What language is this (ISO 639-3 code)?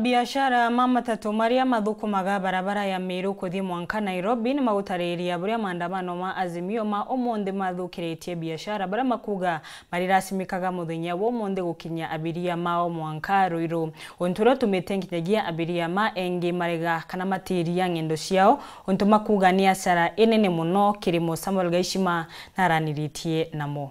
mer